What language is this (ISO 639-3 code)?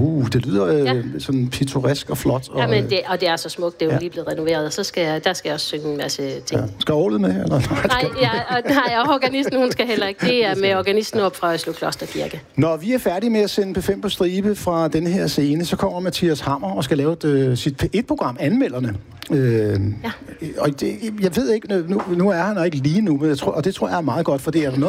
dan